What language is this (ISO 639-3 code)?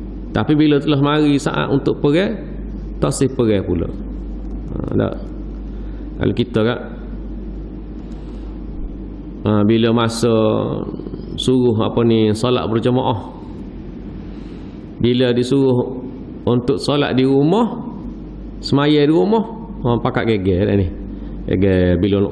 msa